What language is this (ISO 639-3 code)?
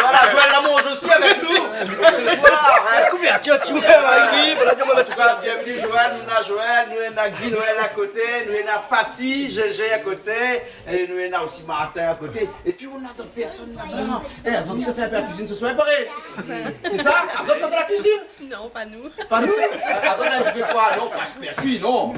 rcf